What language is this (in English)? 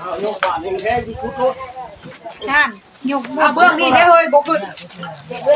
Northeastern Thai